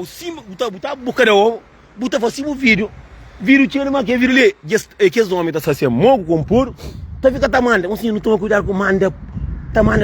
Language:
Kabuverdianu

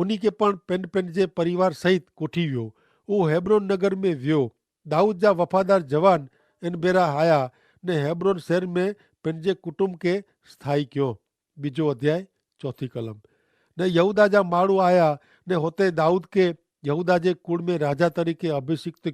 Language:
Kachhi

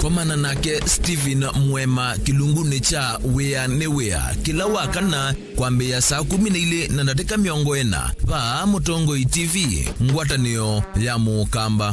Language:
Kamba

